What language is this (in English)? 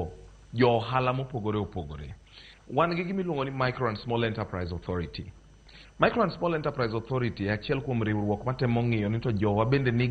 Luo (Kenya and Tanzania)